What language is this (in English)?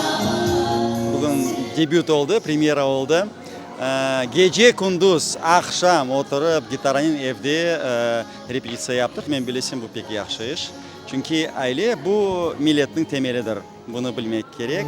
Crimean Tatar